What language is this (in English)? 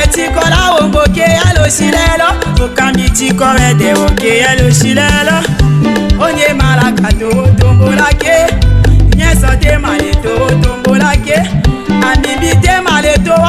Tetela